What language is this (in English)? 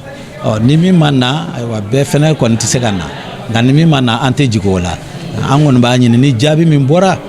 Bambara